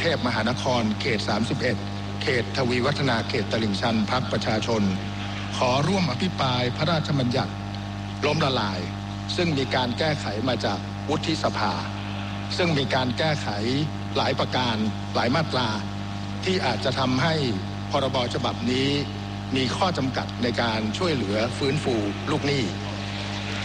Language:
Thai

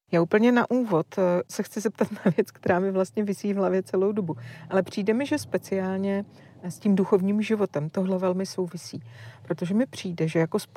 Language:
Czech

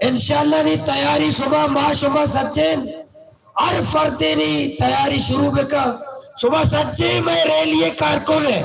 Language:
Baluchi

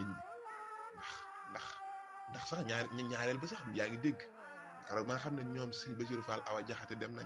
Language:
Wolof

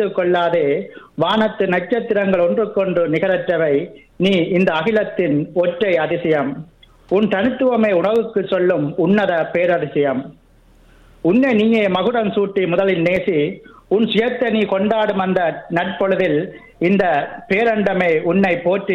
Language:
Tamil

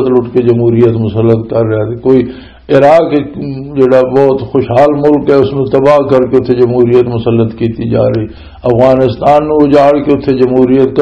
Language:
Western Panjabi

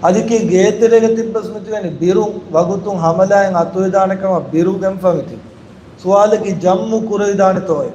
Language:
Divehi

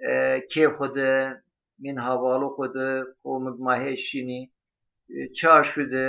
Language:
Zaza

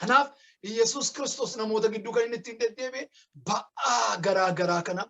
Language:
Oromo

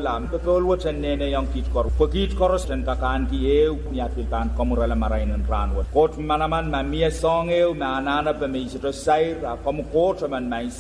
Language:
Pohnpeian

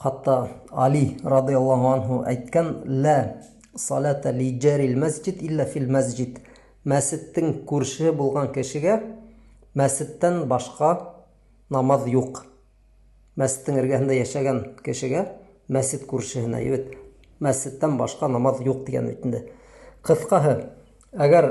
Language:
Bashkir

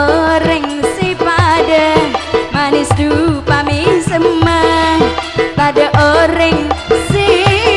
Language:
Madurese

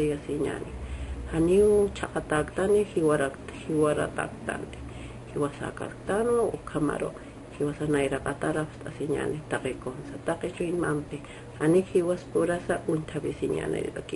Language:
Aymara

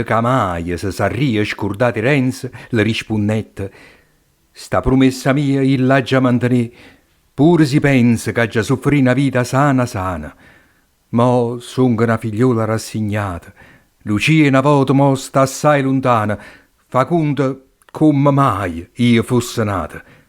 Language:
Neapolitan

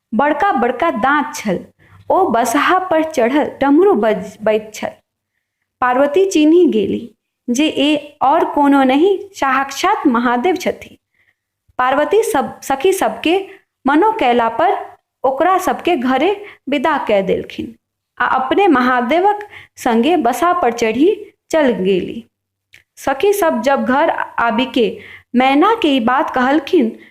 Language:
Maithili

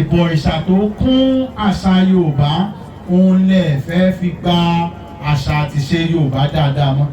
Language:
Yoruba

